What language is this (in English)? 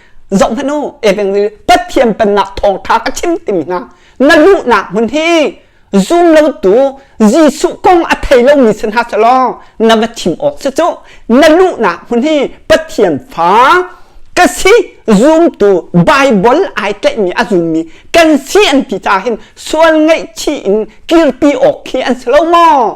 Hakha Chin